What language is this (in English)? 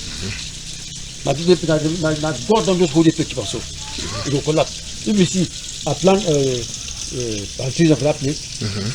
Cameroon Pidgin